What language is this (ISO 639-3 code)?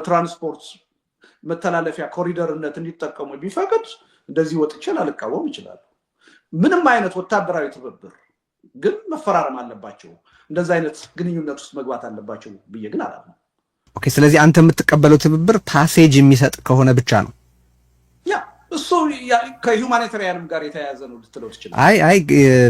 amh